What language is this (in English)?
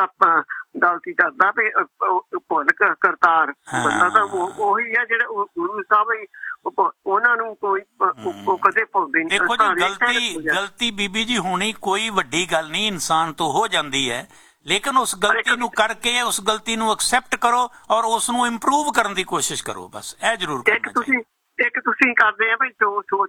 Punjabi